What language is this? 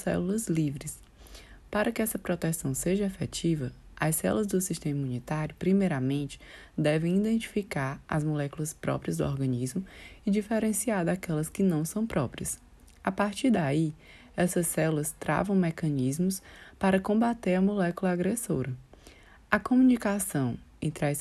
Portuguese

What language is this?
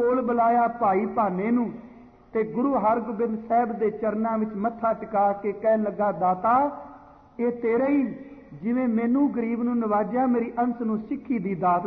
Punjabi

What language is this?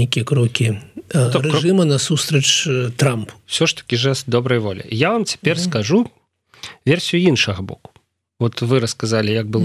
Belarusian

